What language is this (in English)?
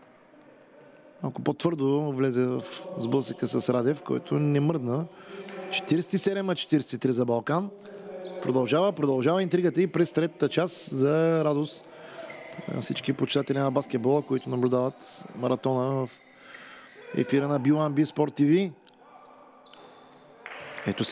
Bulgarian